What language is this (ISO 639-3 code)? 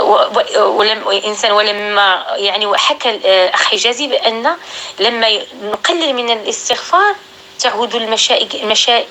apc